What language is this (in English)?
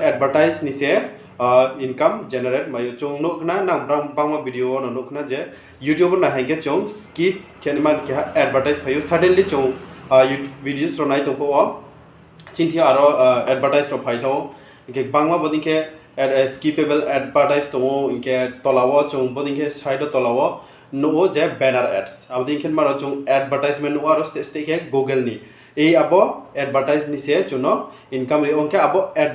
Riang (India)